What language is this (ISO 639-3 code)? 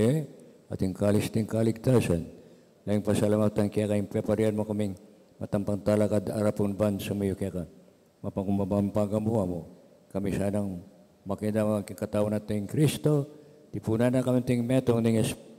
pam